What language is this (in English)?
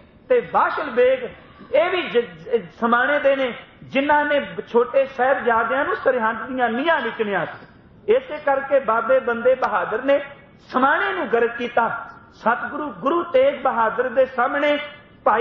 Punjabi